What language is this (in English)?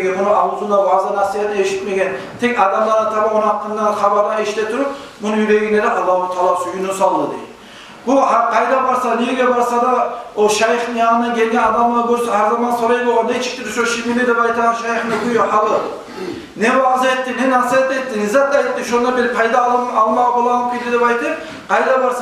Kumyk